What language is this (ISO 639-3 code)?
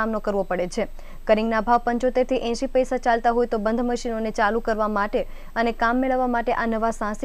guj